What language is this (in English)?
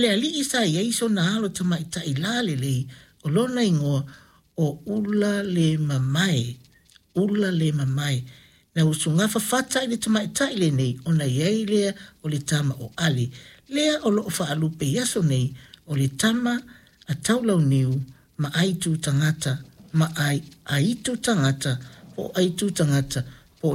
Samoan